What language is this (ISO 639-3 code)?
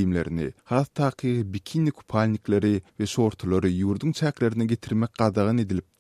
tuk